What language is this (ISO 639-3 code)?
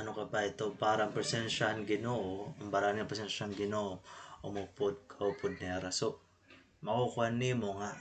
war